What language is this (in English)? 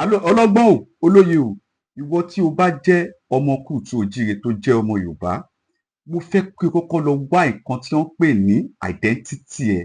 Yoruba